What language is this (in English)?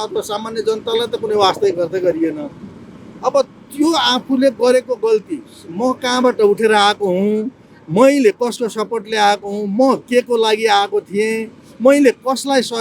Nepali